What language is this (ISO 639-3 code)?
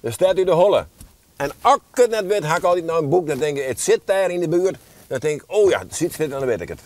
fry